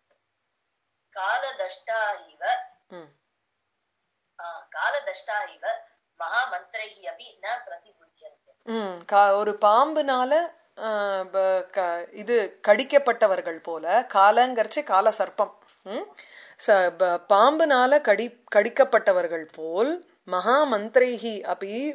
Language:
Tamil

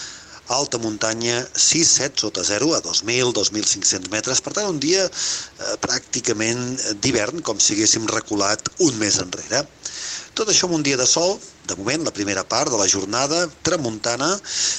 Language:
Catalan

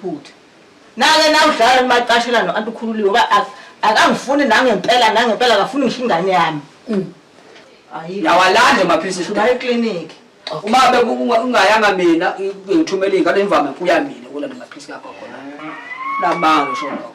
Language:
Zulu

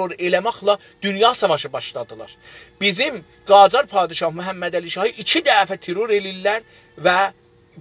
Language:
South Azerbaijani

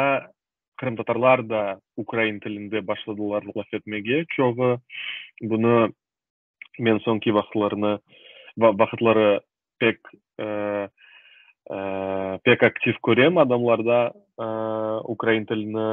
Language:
Crimean Tatar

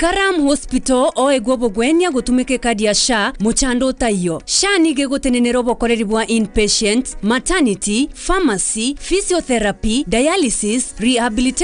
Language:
Gusii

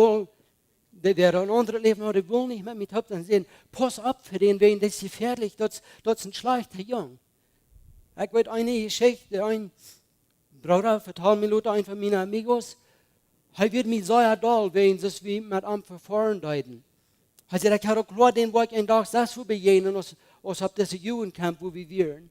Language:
Plautdietsch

